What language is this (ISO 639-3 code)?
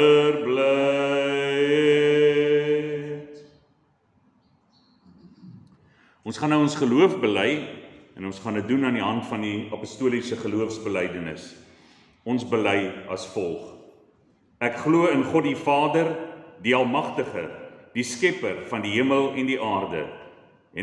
afr